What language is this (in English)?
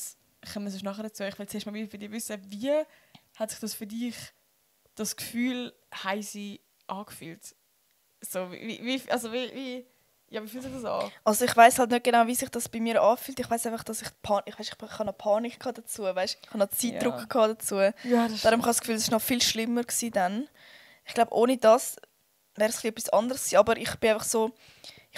Swiss German